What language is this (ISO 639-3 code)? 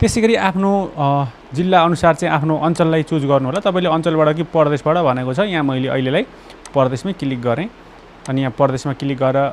nep